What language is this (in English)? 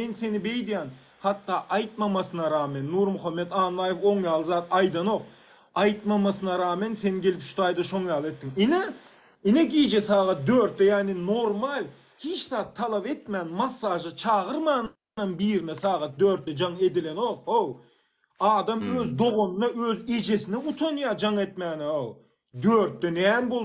Turkmen